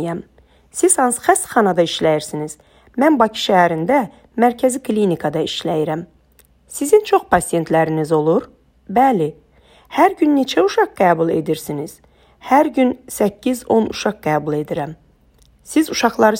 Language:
Azerbaijani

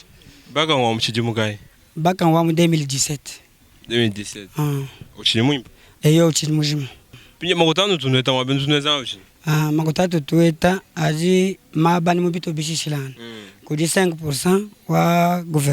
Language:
Luba-Lulua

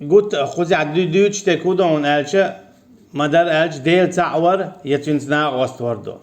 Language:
Chechen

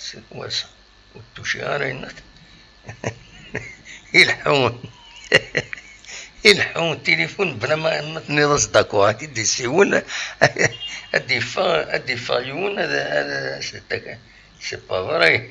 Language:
Kabyle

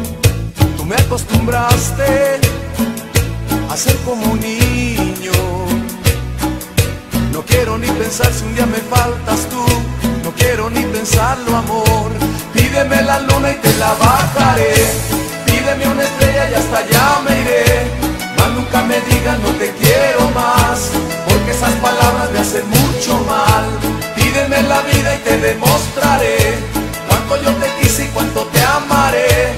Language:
Spanish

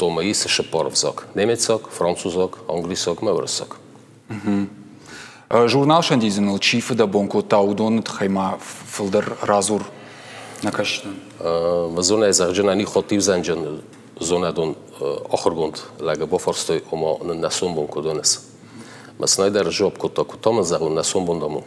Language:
Ossetic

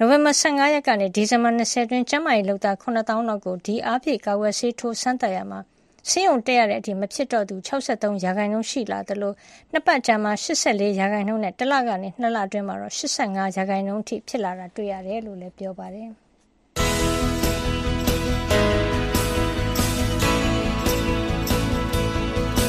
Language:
Burmese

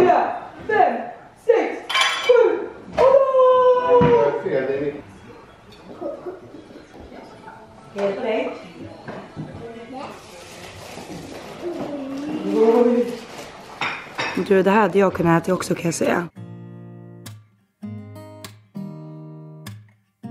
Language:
Swedish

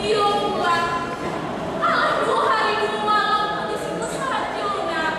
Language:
Minangkabau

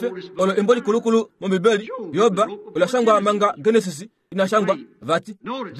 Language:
Kuanyama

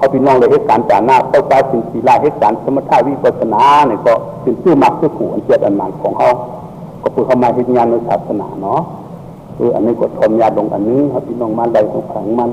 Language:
Shan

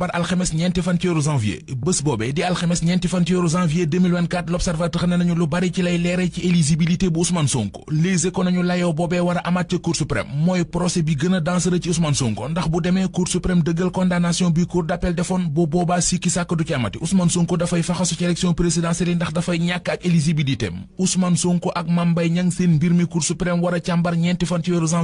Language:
Wolof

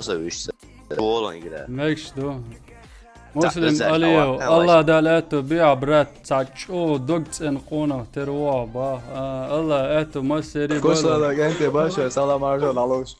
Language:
Chechen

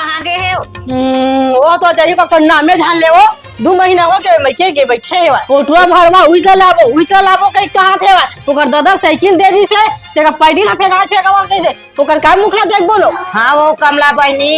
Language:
Chhattisgarhi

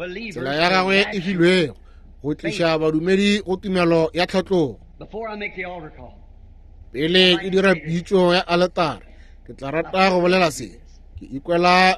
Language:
Northern Sotho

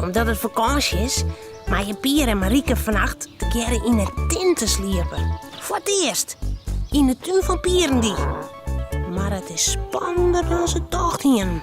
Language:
Western Frisian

